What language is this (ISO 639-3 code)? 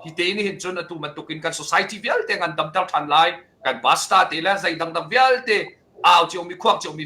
cnh